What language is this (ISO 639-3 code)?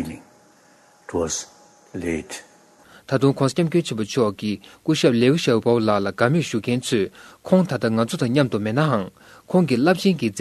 bod